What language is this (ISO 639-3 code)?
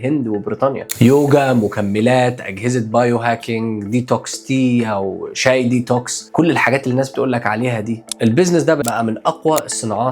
arz